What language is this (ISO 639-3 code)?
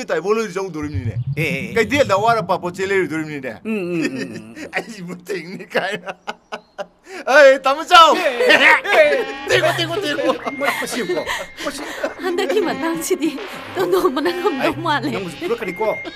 mni